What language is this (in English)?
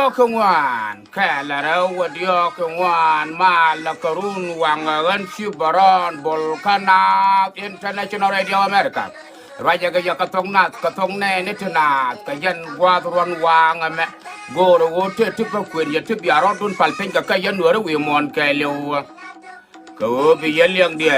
Nuer